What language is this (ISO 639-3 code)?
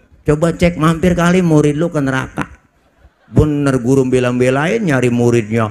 bew